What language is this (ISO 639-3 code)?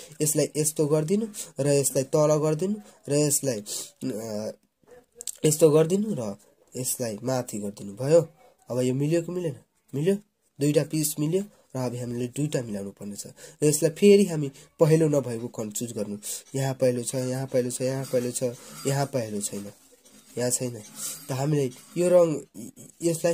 nep